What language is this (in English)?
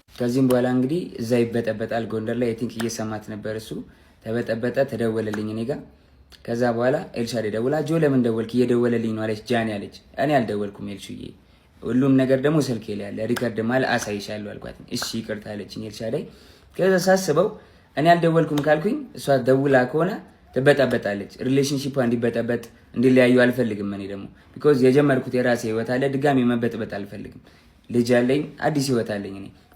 Amharic